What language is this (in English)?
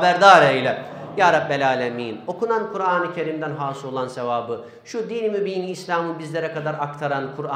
Turkish